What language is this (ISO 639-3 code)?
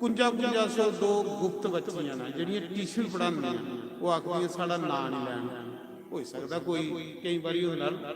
doi